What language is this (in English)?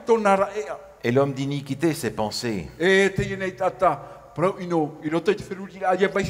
Tahitian